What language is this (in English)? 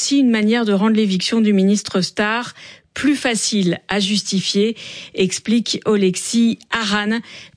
French